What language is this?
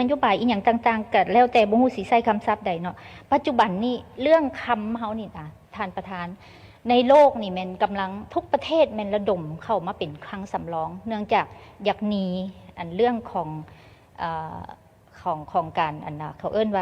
Lao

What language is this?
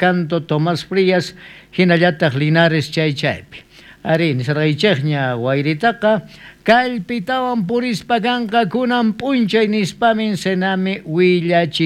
South Bolivian Quechua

